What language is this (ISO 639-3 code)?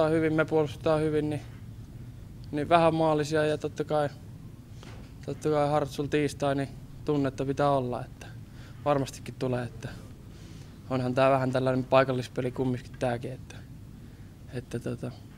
fin